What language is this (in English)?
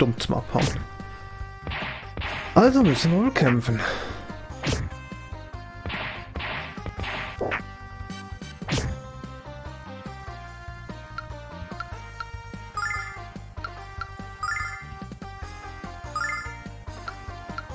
German